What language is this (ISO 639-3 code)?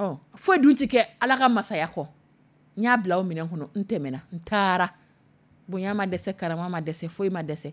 dyu